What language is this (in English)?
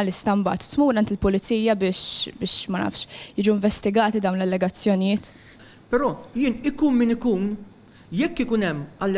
Maltese